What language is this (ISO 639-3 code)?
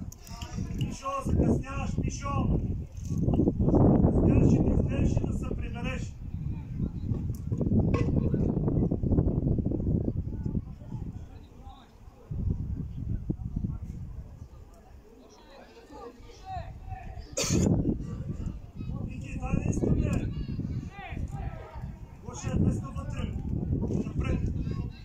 bul